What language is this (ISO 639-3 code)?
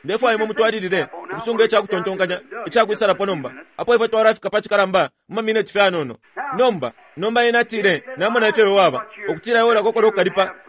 bem